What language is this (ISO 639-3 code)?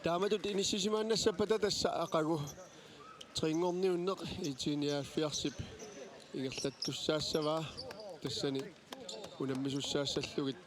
kal